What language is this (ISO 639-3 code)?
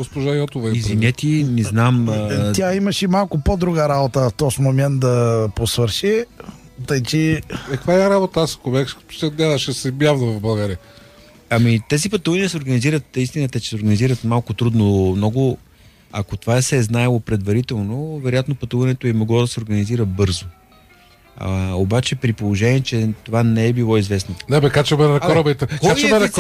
bul